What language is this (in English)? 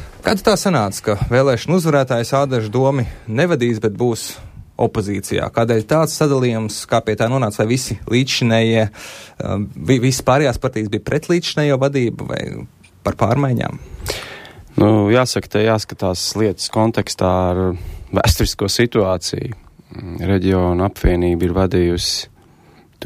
Latvian